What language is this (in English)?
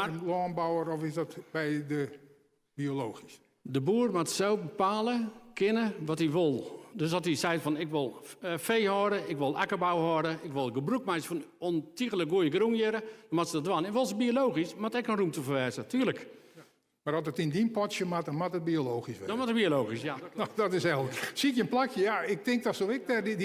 Western Frisian